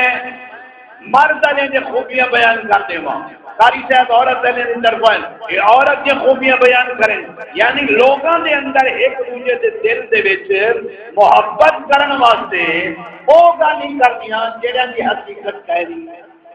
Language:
Saraiki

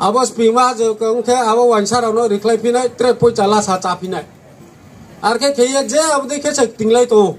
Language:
Riang (India)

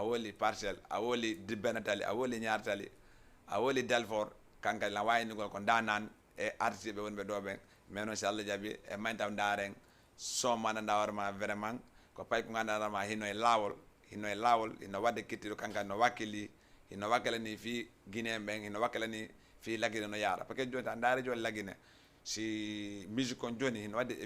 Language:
Fula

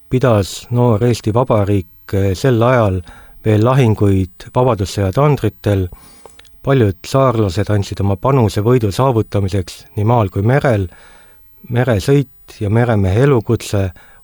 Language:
Estonian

